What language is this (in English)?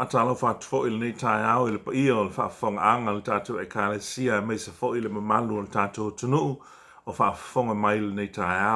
Samoan